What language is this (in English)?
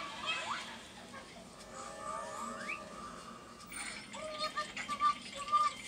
Filipino